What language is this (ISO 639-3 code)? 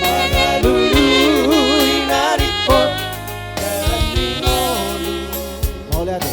bbc